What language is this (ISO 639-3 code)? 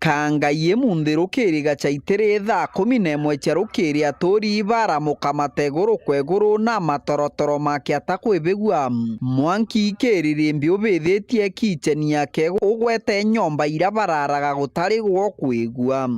mer